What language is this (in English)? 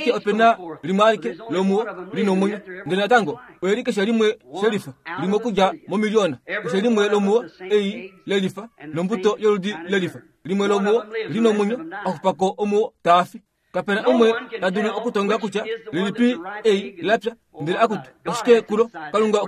Kuanyama